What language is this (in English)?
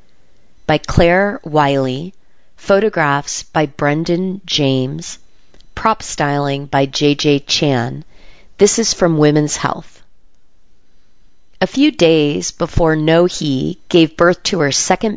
English